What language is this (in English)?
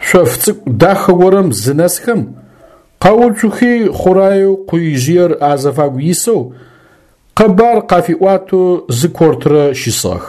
Adyghe